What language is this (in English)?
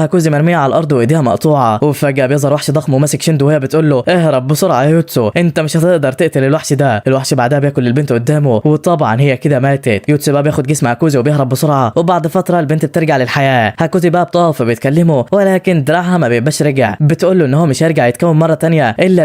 Egyptian Arabic